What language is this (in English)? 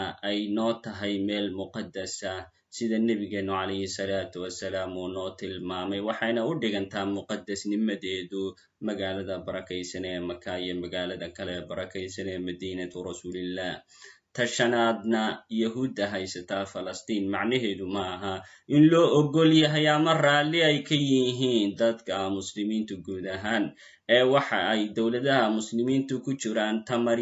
Somali